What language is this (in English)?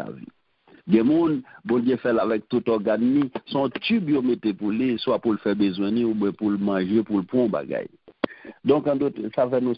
Haitian Creole